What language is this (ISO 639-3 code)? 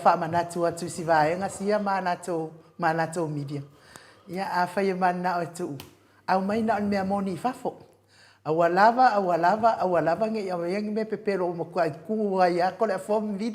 smo